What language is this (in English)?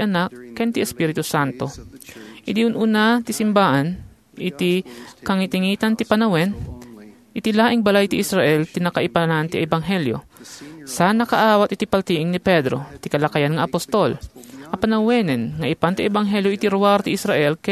Iloko